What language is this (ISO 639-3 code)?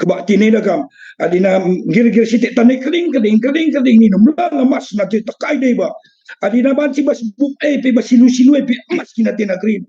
btx